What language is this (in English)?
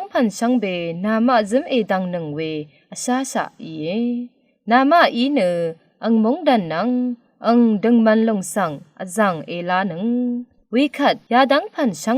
Rawang